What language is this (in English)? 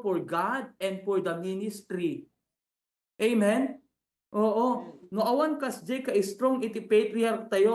Iloko